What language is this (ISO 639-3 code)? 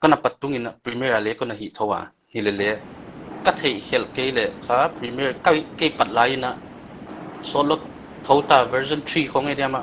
pck